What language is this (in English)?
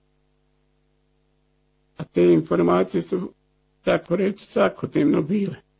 Bosnian